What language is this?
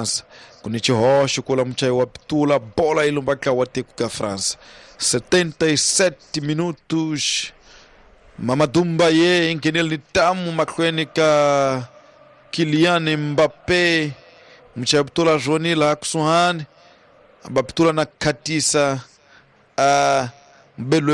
Tsonga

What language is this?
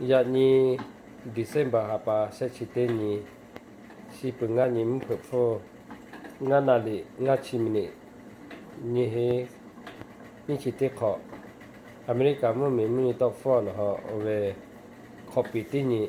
Lahu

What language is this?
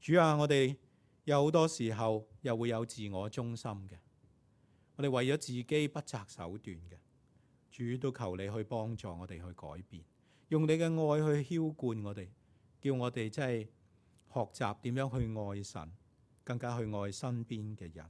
Cantonese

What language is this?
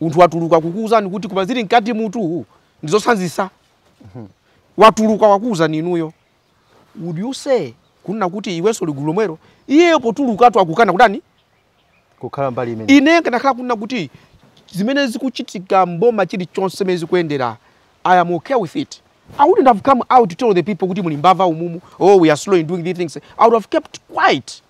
Nyanja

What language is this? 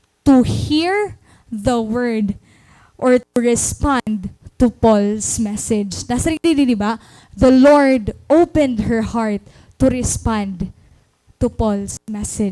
Waray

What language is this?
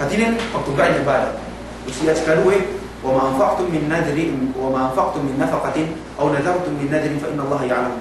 Yakan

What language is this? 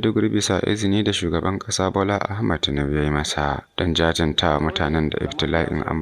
Hausa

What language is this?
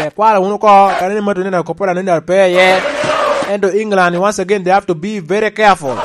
Lango (Uganda)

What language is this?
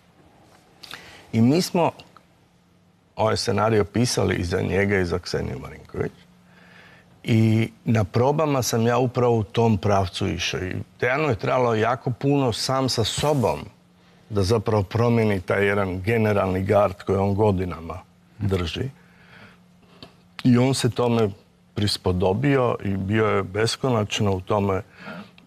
Croatian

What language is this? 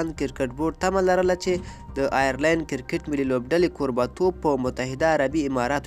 Pashto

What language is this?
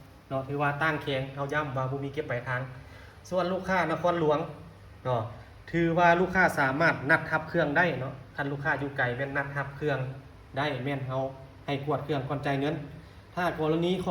Lao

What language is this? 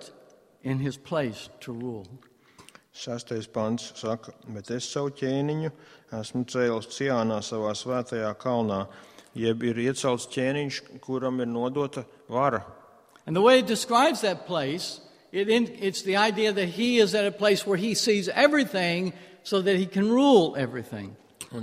Latvian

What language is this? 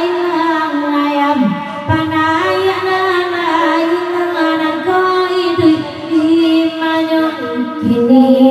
Minangkabau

